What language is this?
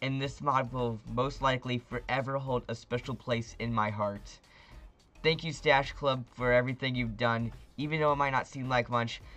English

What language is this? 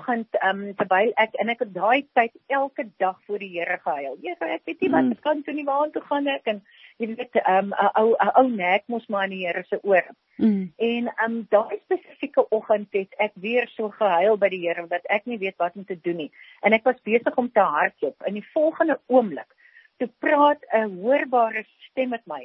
Afrikaans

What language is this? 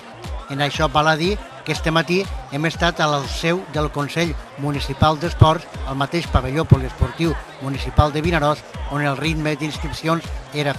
Catalan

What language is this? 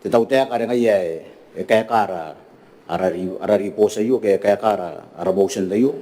Gilbertese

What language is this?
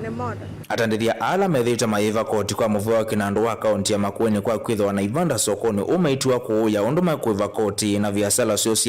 Kamba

